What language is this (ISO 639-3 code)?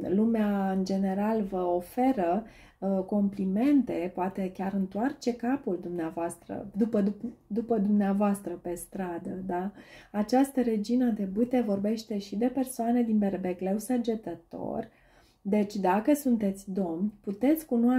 ron